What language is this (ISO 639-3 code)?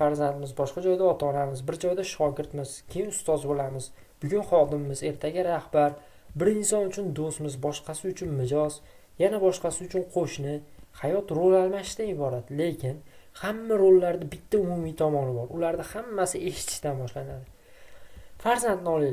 uzb